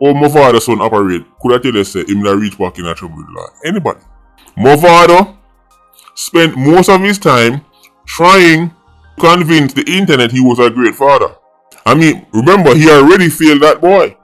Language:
Jamaican Creole English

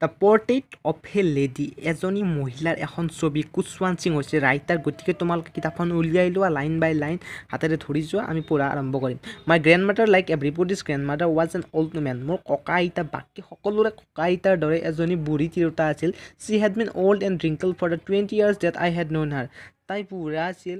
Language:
Assamese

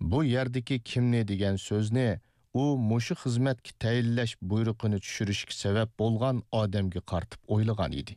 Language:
Uyghur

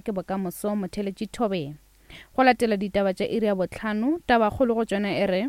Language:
Northern Sotho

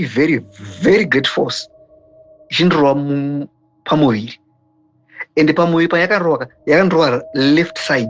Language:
Shona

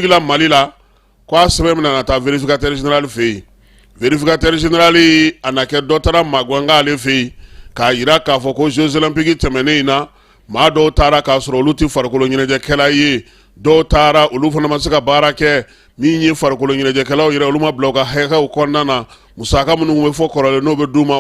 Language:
Bambara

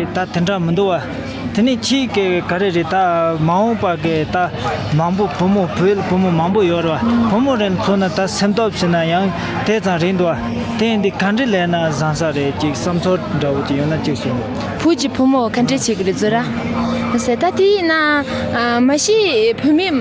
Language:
Tibetan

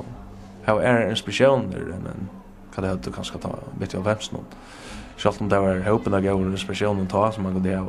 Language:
Faroese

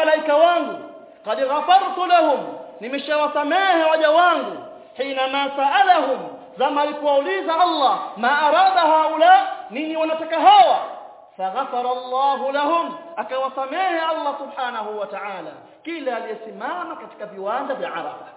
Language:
Swahili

